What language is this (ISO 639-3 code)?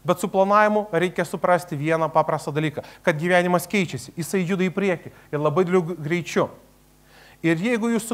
lit